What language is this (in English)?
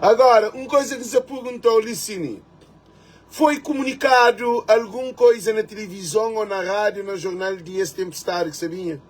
Kabuverdianu